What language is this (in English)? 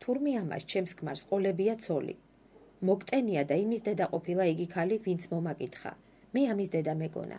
Georgian